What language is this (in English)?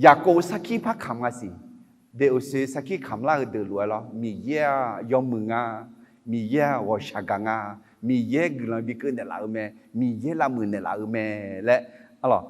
Akha